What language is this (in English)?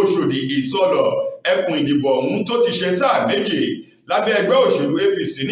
Yoruba